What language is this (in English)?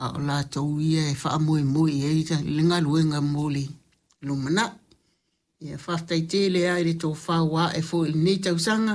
Samoan